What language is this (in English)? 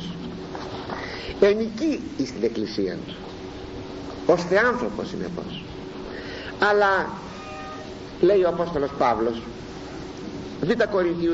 Greek